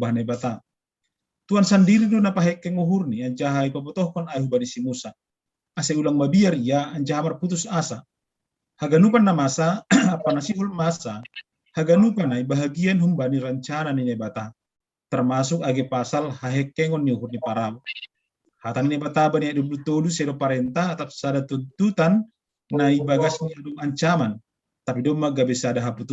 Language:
Batak Simalungun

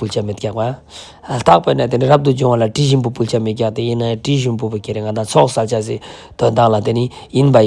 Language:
Ladakhi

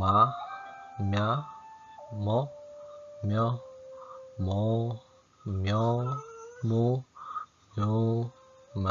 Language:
Sinhala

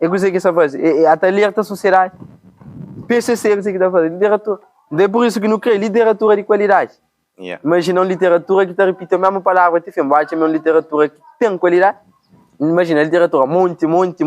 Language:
Kabuverdianu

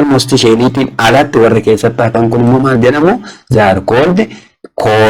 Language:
Oromo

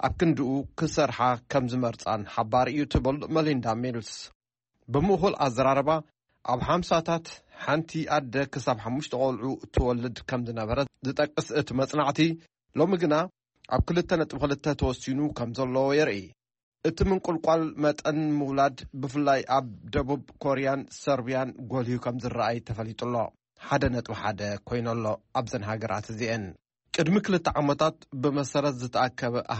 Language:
Tigrinya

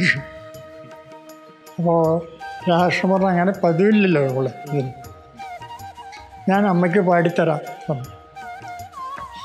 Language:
Malayalam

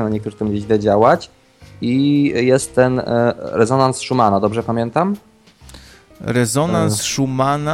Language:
Polish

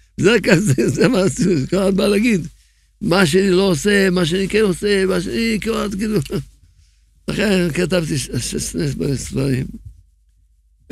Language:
Hebrew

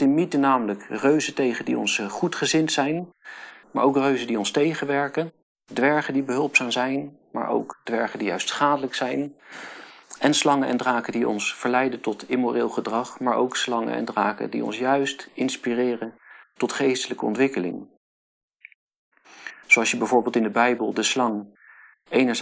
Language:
Dutch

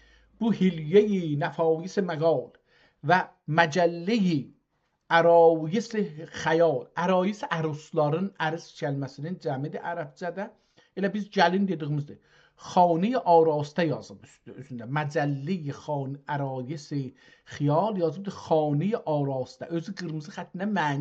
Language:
South Azerbaijani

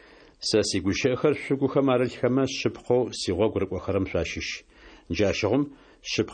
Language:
Adyghe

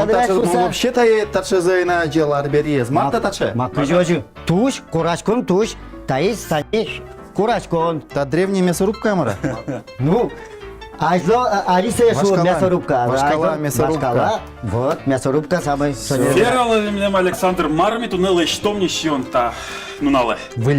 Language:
Udmurt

